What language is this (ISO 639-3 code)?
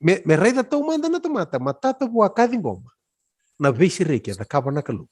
fij